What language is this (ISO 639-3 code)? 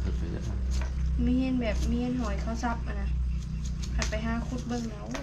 tts